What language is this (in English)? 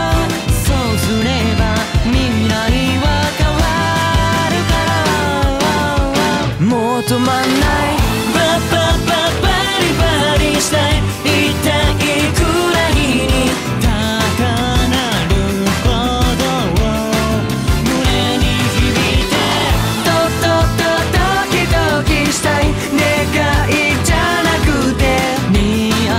Japanese